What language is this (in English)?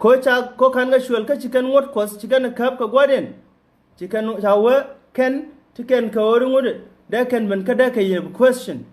Nuer